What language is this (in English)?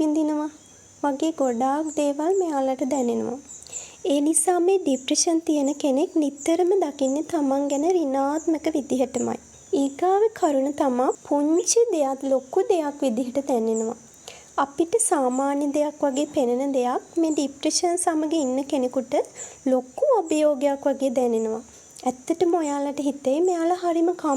Sinhala